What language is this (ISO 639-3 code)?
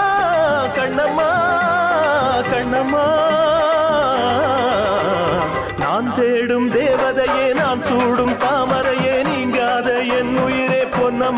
tam